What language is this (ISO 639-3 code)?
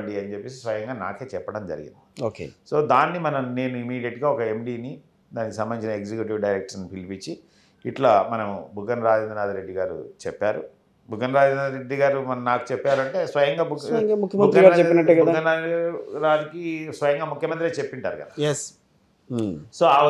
tel